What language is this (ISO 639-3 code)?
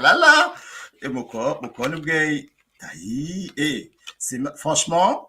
mfe